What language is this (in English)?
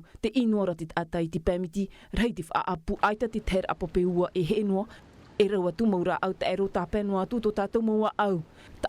Tahitian